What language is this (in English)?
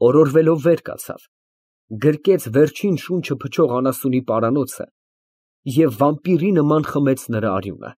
Armenian